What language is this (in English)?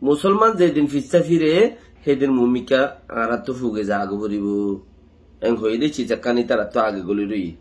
Rohingya